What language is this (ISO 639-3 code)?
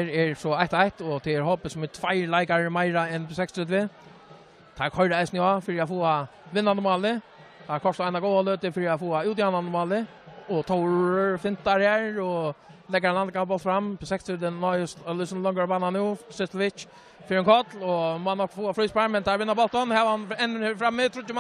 fao